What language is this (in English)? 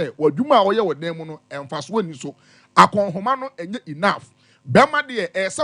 Akan